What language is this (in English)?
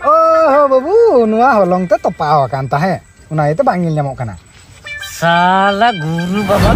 Santali